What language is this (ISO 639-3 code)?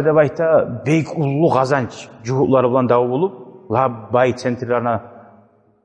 kum